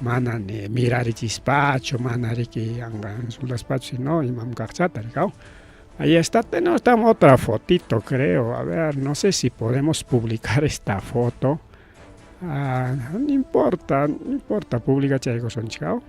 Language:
Ayacucho Quechua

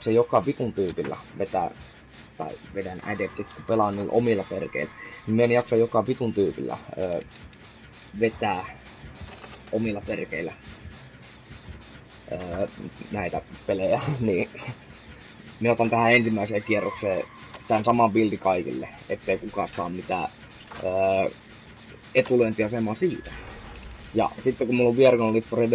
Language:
Finnish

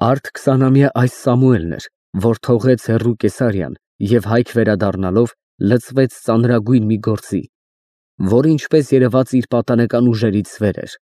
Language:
Armenian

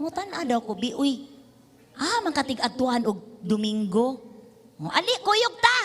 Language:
Cebuano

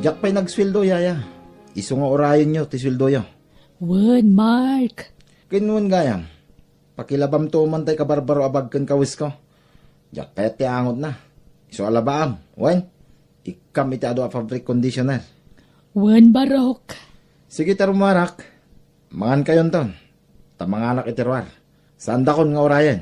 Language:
Iloko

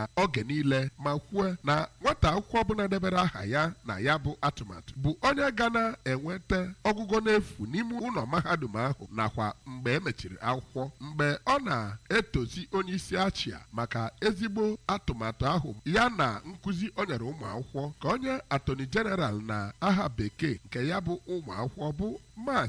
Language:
Igbo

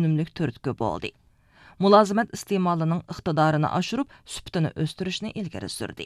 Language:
Uyghur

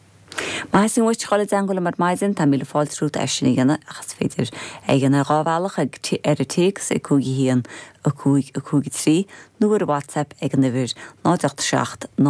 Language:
Irish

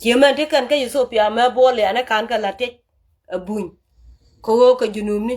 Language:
Nuer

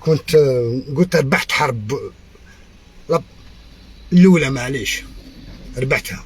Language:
Algerian Arabic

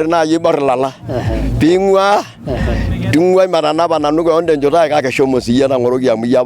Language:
Masai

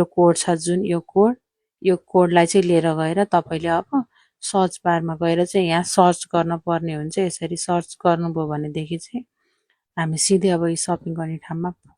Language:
Nepali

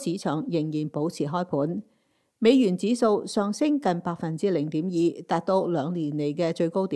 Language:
Cantonese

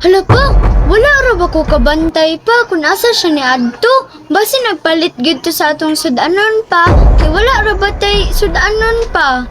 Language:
Cebuano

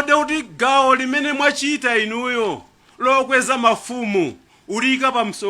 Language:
Nyanja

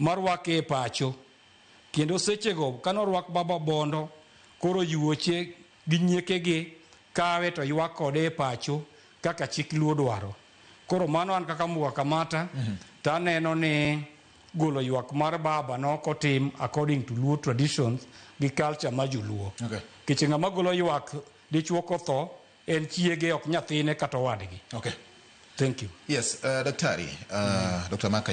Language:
Luo (Kenya and Tanzania)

